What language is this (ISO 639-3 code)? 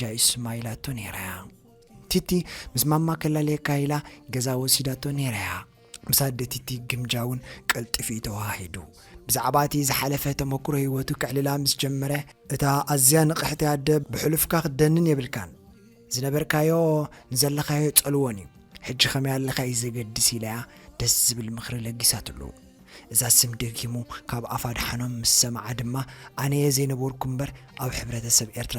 tir